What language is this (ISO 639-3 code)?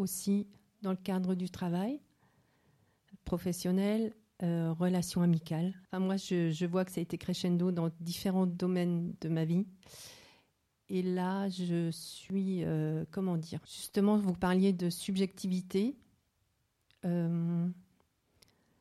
fra